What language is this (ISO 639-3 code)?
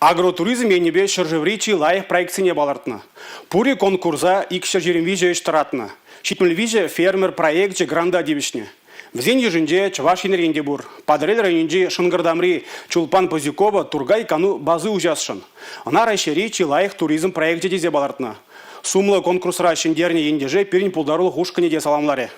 chv